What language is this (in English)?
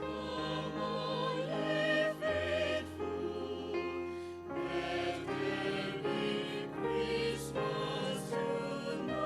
Sumi Naga